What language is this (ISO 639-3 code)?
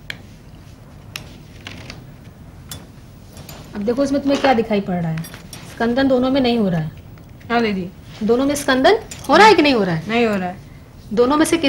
hin